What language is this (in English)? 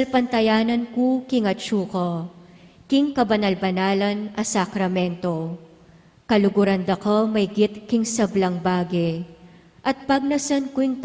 Pampanga